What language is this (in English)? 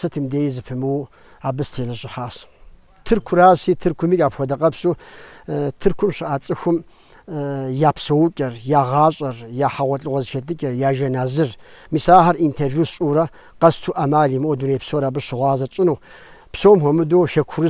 Kabardian